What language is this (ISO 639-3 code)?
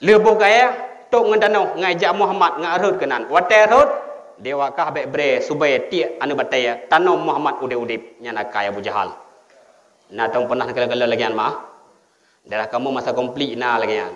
ace